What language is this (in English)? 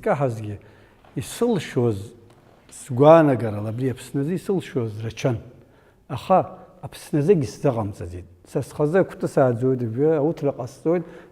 Abkhazian